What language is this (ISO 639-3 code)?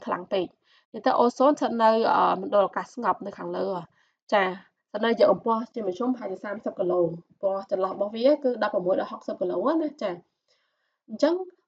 khm